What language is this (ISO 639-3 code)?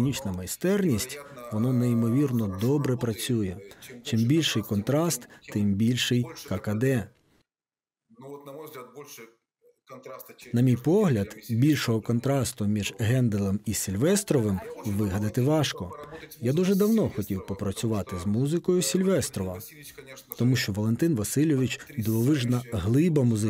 ukr